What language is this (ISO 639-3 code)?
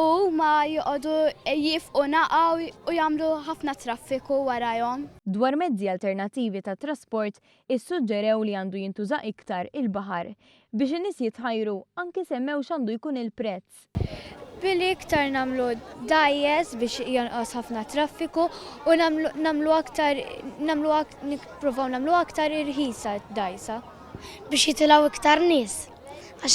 mlt